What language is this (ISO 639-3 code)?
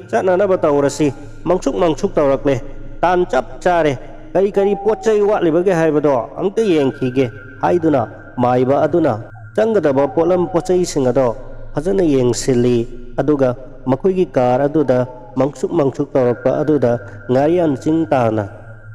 mni